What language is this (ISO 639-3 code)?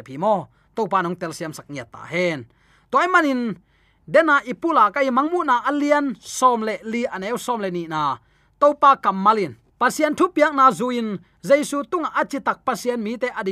ctd